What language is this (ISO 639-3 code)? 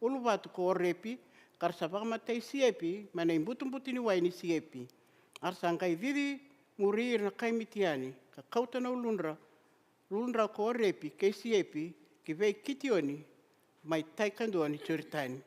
fij